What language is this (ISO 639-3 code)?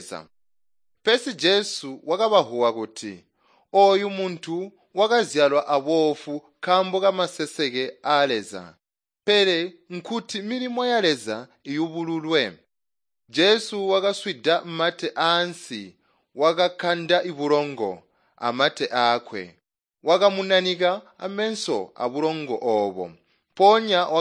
toi